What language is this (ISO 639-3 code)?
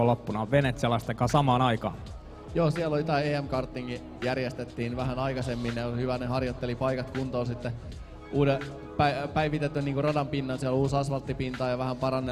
fin